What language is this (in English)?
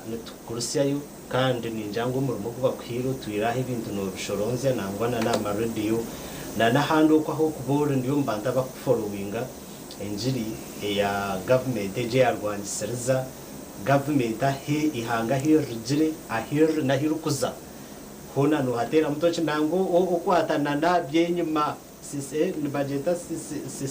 Nyankole